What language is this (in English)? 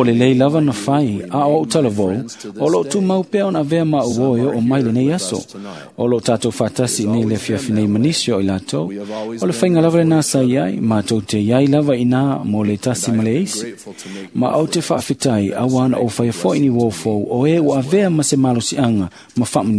Samoan